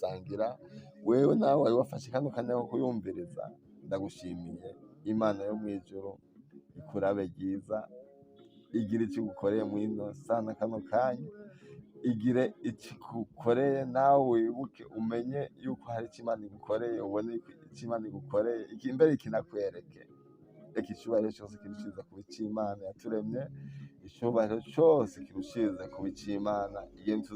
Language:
Rundi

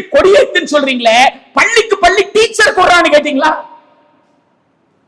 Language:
Tamil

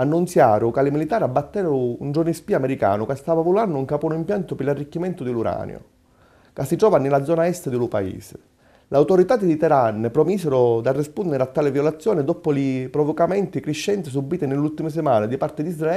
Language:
Sicilian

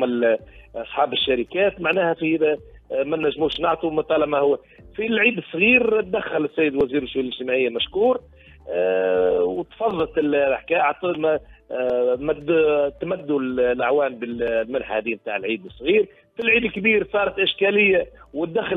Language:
Tunisian Arabic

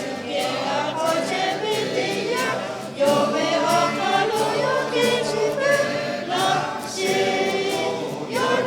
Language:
Lahu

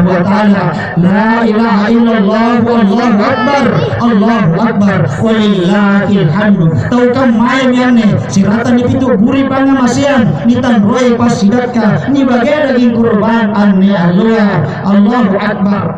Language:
Makasar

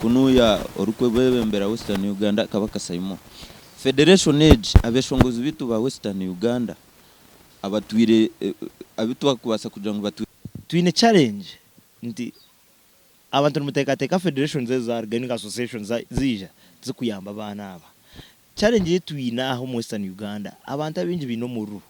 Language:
Nyankole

